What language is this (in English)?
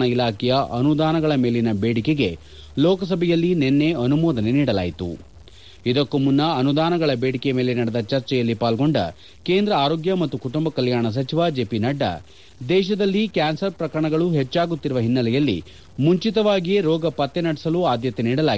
Kannada